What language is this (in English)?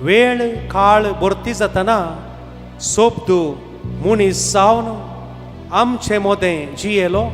Konkani